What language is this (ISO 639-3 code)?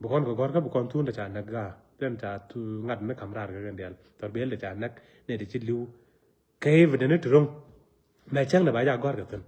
nus